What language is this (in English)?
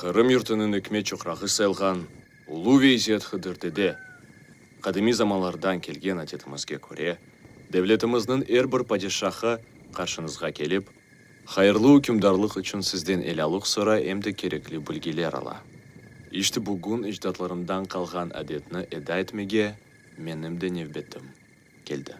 Crimean Tatar